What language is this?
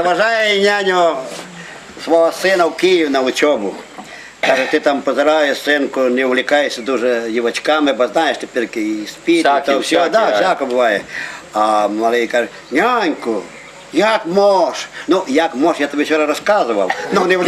Rusyn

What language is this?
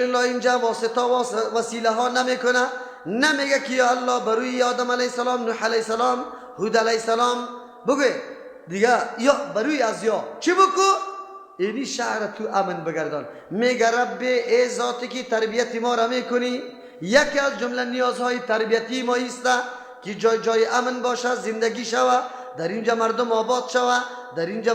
Persian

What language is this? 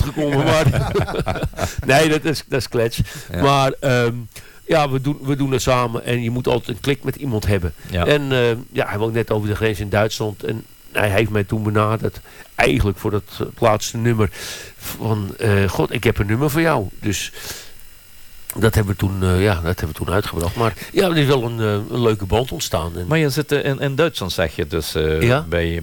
Dutch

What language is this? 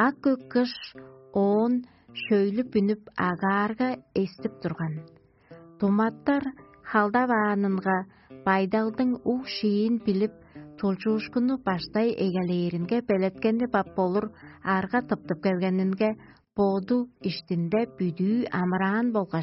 Tuvinian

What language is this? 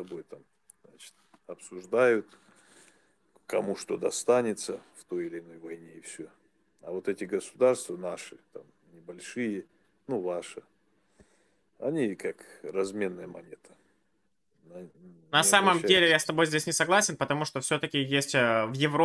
Russian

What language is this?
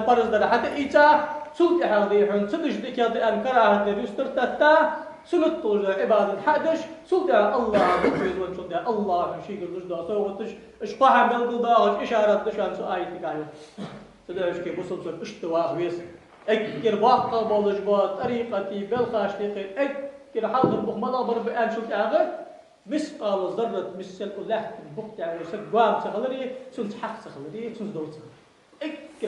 Ingush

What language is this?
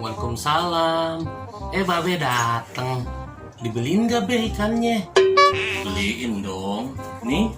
Betawi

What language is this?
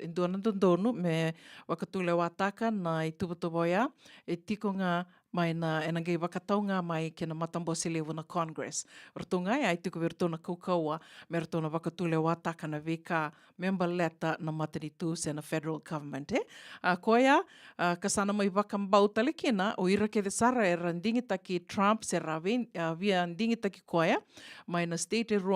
Fijian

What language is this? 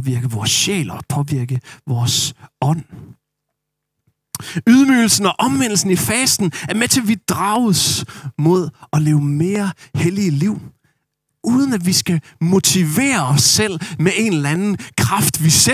Danish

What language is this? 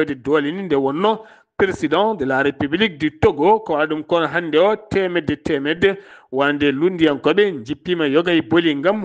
Fula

